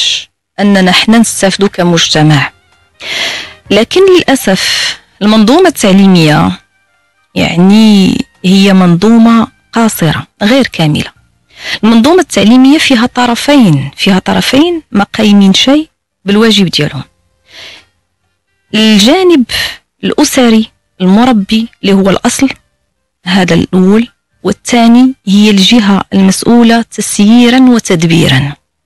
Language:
Moroccan Arabic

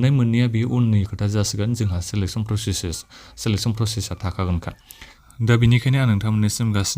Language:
Bodo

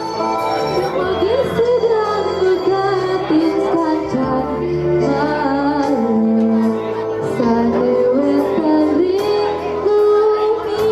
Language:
Balinese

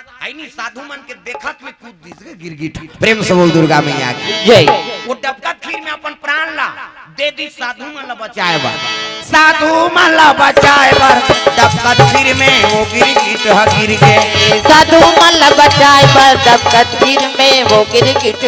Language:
Chhattisgarhi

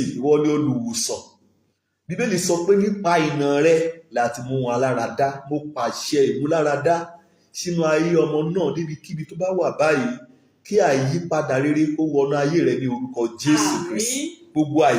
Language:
Yoruba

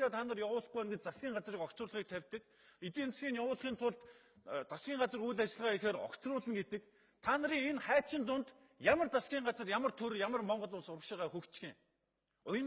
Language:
Mongolian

